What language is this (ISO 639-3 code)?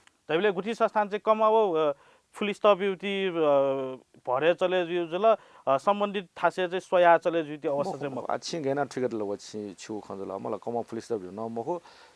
new